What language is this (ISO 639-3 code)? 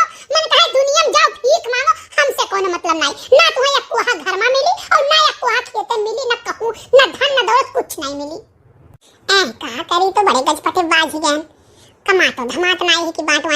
awa